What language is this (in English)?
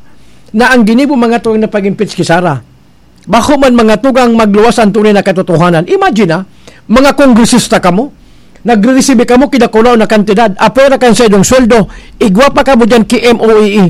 Bikol